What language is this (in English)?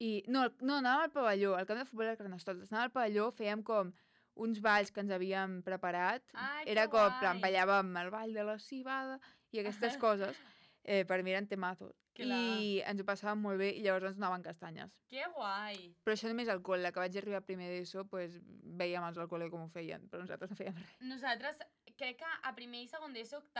Catalan